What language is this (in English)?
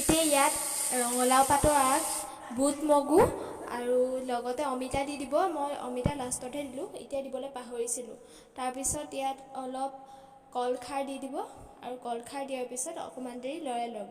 Assamese